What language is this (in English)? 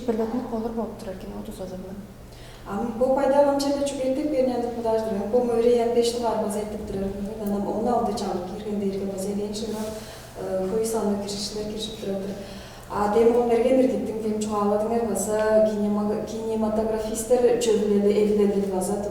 Tuvinian